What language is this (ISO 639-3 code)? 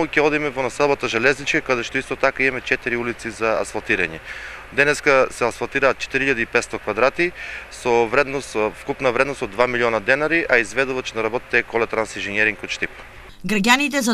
mkd